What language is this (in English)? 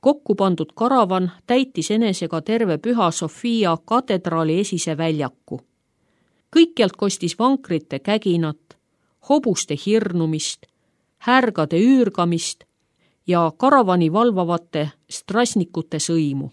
Estonian